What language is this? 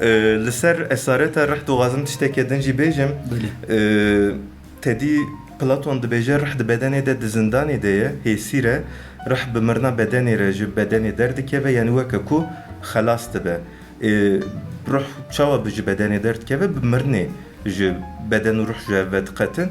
Kurdish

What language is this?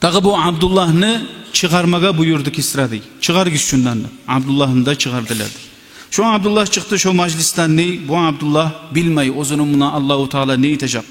Kumyk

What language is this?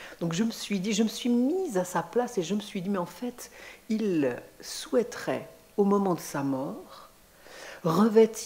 French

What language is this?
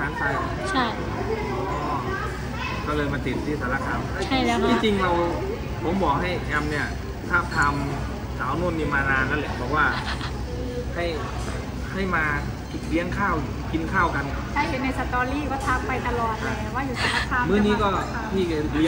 Thai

